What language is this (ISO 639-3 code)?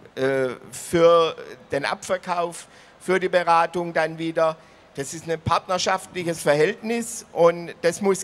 deu